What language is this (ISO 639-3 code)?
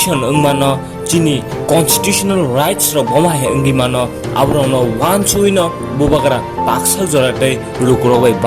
trp